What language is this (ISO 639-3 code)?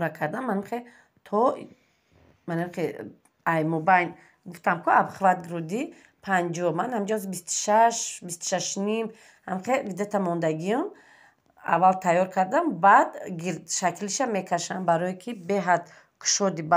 tgk